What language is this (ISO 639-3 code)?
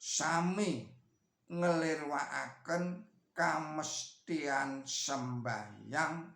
jav